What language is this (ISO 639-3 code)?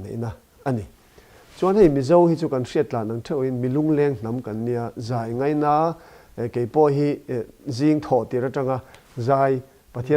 lus